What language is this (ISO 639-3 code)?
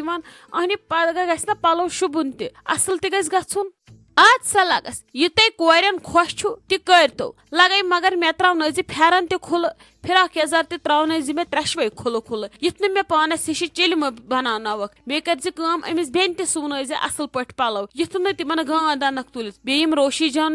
kas